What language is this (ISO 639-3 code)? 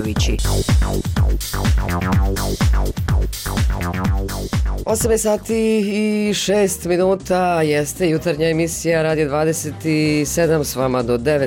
bos